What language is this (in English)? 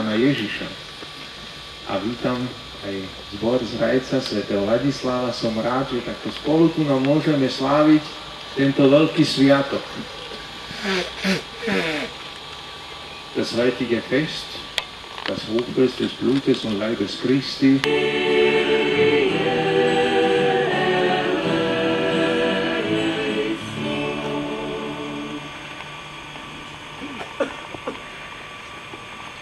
Slovak